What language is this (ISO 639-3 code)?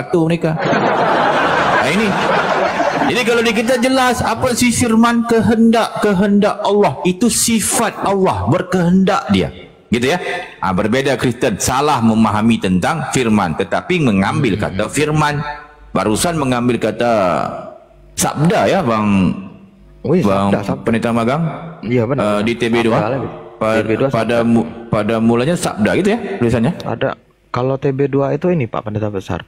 ind